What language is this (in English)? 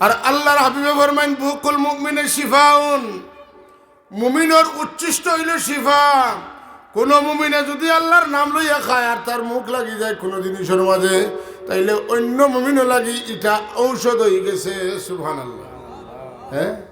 Sylheti